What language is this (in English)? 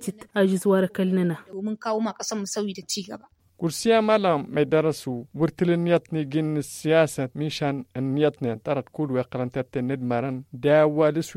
Tamasheq